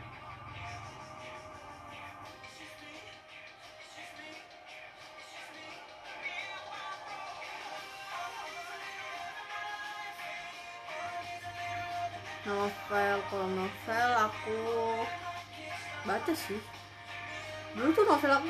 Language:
Indonesian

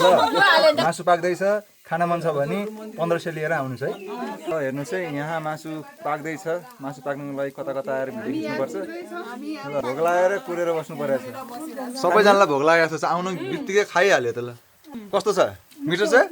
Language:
Nepali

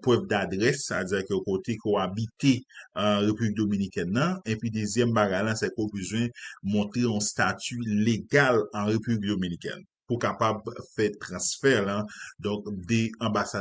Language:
Haitian Creole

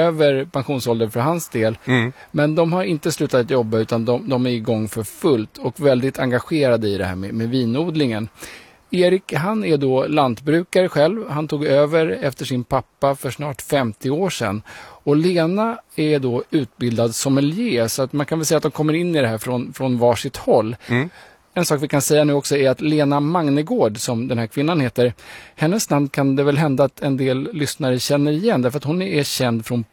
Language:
Swedish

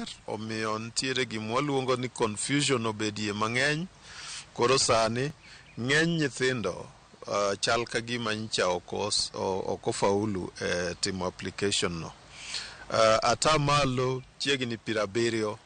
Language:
Luo (Kenya and Tanzania)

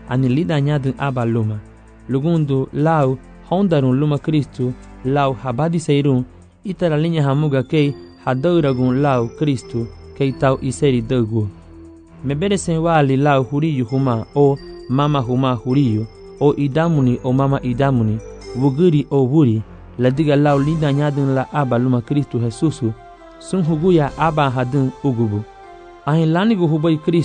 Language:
Garifuna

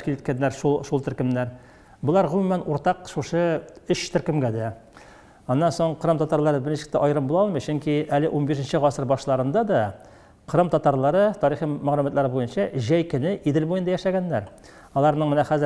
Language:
Tatar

